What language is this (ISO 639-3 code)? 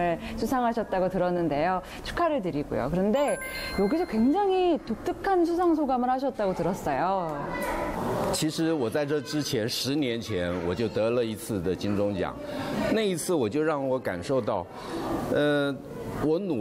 kor